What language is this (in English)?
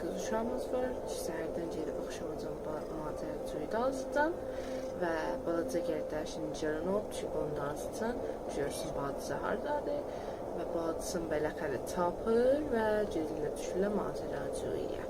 South Azerbaijani